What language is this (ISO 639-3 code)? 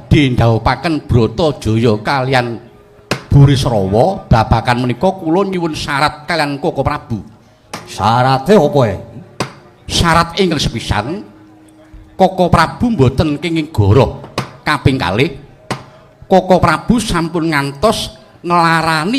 jav